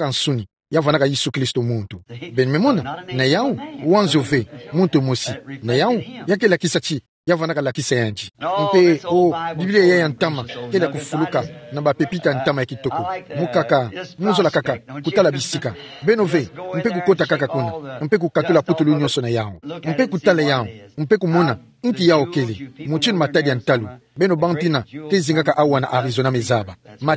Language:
Kituba (Democratic Republic of Congo)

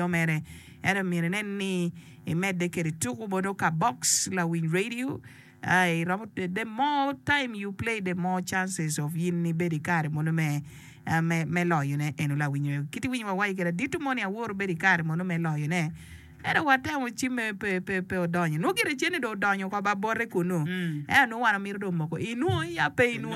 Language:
Acoli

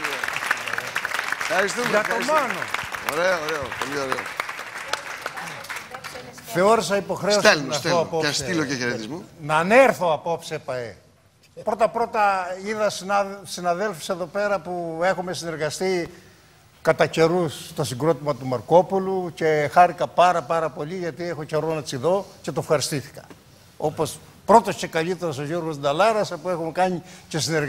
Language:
Greek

